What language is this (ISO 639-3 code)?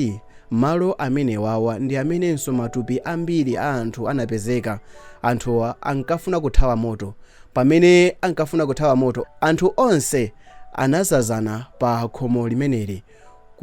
nya